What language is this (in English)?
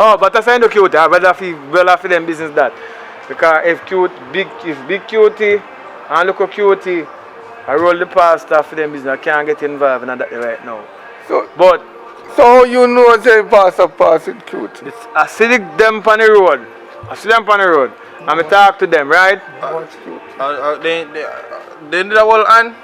Jamaican Creole English